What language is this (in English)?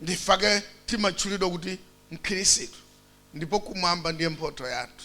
Nyanja